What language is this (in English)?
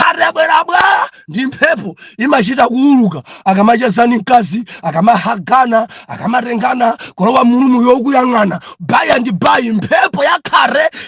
Nyanja